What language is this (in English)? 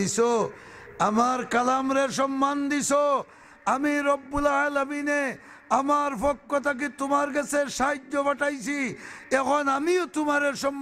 Sylheti